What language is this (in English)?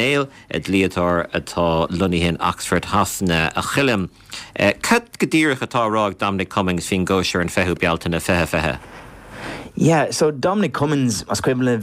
Irish